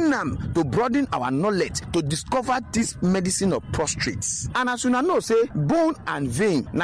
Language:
Nigerian Pidgin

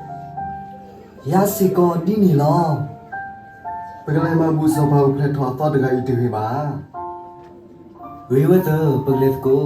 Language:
S'gaw Karen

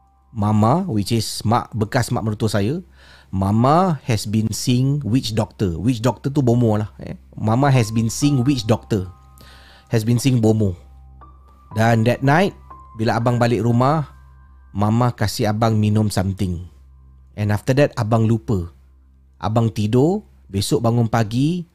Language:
Malay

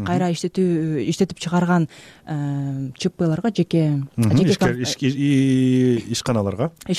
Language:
Kyrgyz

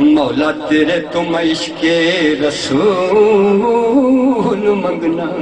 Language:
Saraiki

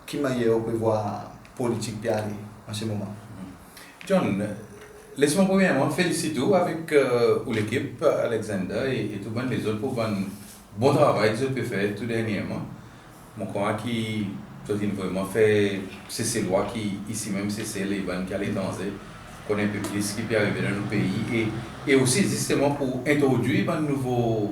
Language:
Seselwa Creole French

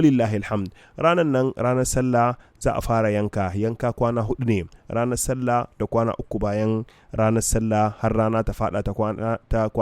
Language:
Hausa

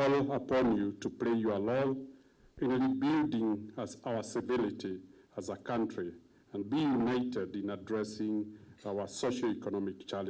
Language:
Meru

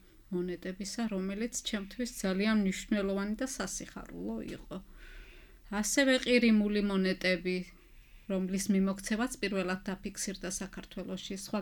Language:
Georgian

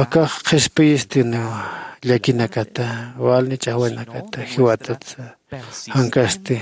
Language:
Aymara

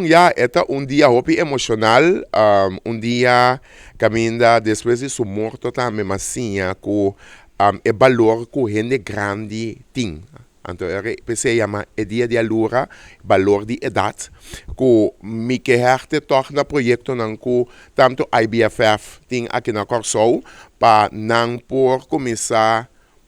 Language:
Papiamento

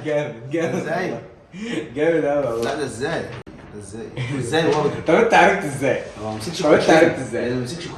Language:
Egyptian Arabic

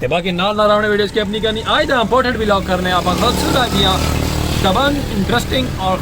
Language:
Saraiki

